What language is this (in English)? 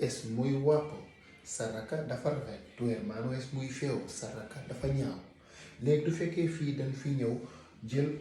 Wolof